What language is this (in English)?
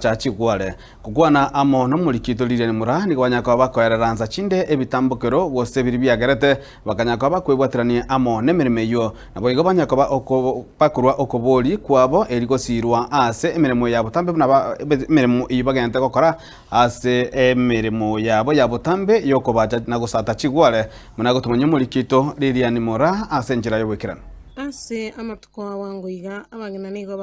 Gusii